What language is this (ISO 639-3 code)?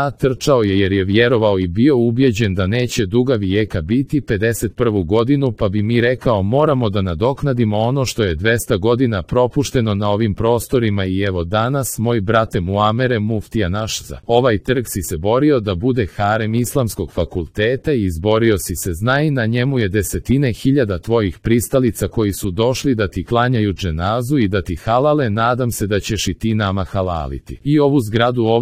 hrv